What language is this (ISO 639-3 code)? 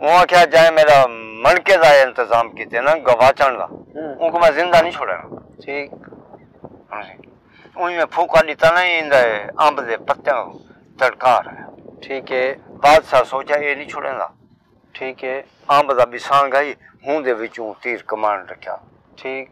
skr